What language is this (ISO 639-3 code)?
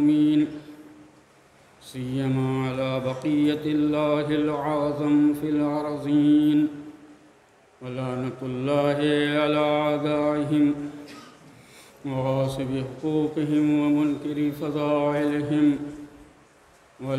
urd